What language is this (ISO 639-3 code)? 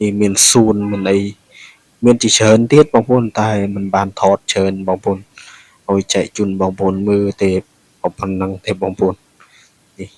khm